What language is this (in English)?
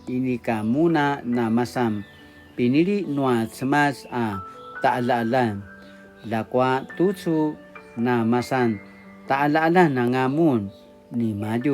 Paiwan